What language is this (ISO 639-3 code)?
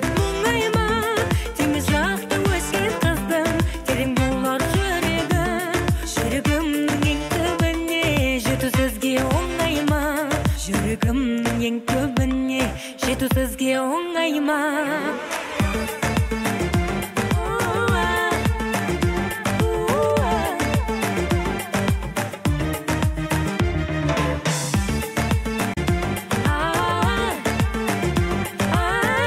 kaz